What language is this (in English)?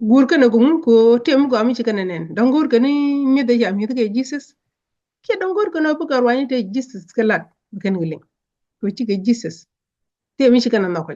Nuer